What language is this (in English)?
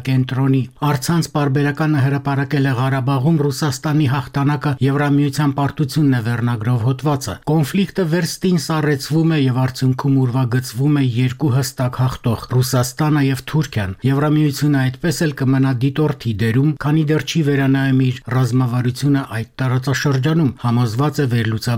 Armenian